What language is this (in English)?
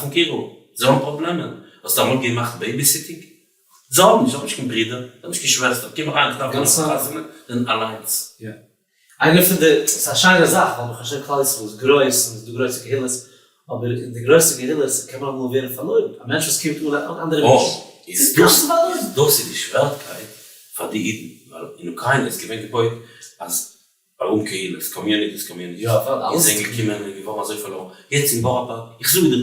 Yiddish